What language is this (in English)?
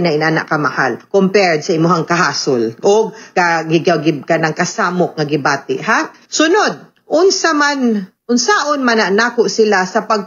Cebuano